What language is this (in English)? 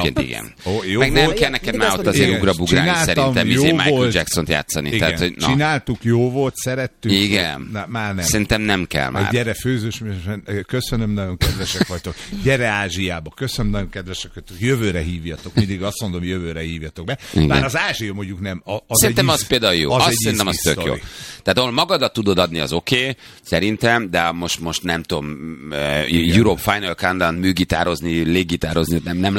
Hungarian